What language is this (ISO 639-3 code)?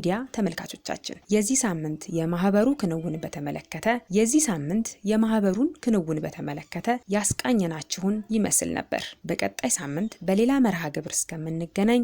amh